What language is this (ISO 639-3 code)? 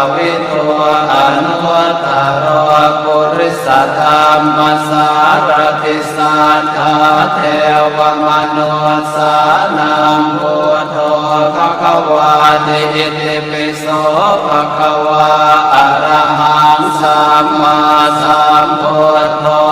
pli